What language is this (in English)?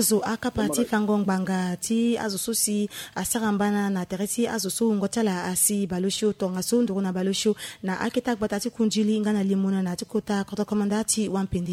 Sango